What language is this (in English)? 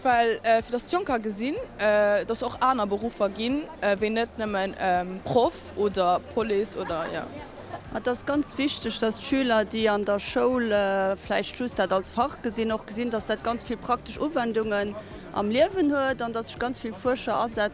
Luxembourgish